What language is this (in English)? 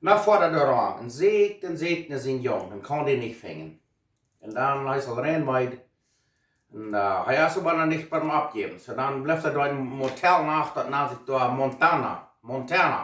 Plautdietsch